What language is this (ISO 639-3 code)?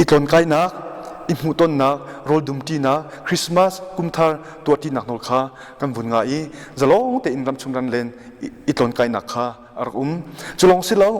cnh